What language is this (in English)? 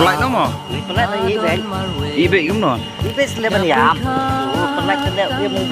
Khasi